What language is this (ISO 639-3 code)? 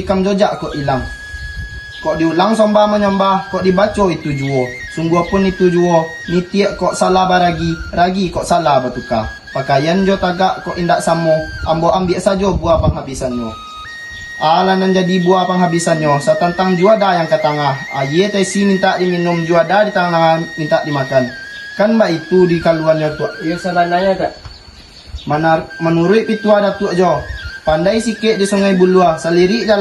min